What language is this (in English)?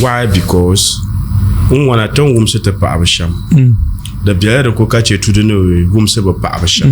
Dagbani